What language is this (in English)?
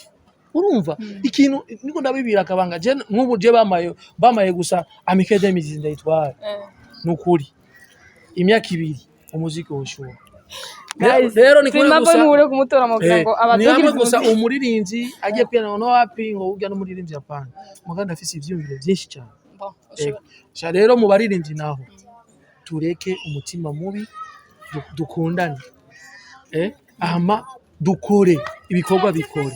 Rundi